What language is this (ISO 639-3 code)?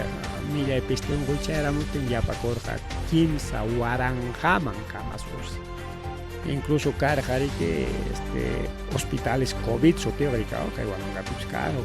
quy